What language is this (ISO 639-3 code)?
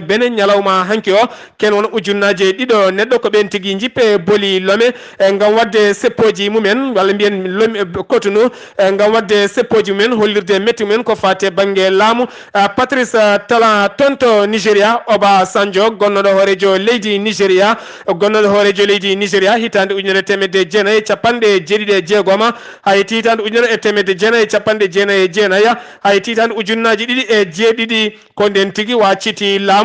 ful